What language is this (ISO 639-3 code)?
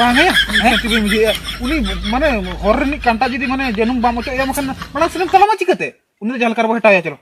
sat